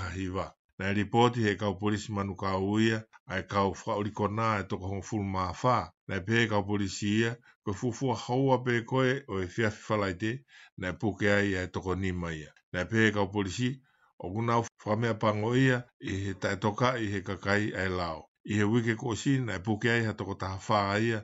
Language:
Tongan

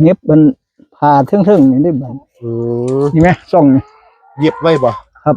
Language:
Northeastern Thai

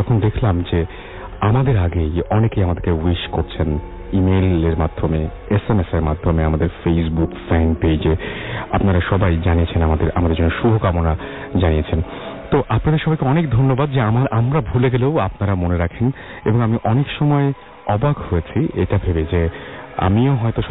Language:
Bangla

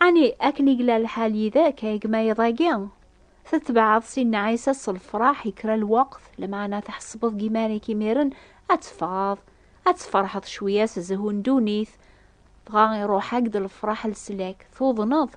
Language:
Kabyle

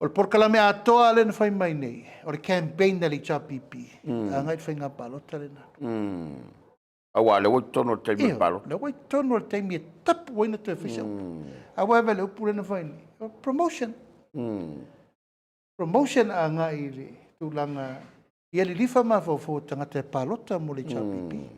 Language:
Samoan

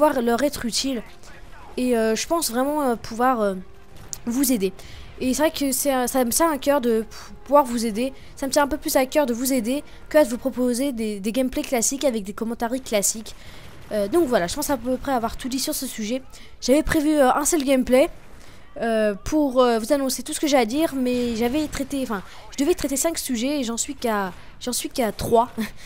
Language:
French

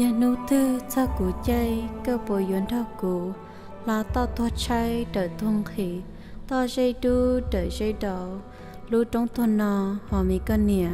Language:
Hmong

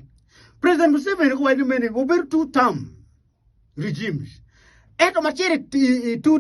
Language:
Acoli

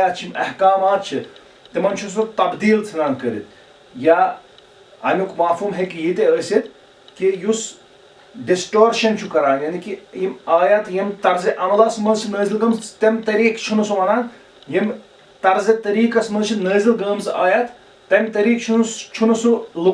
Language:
Kashmiri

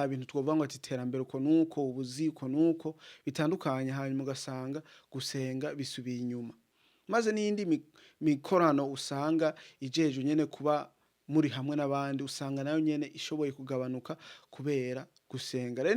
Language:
Rundi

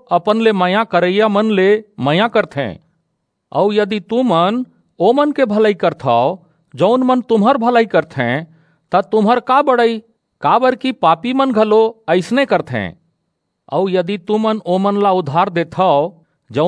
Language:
Chhattisgarhi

